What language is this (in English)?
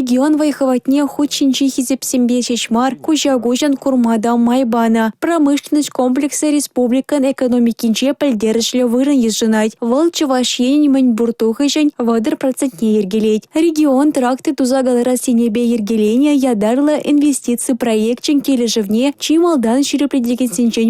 Chuvash